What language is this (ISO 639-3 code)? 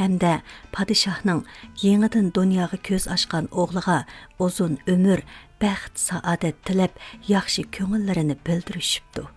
uig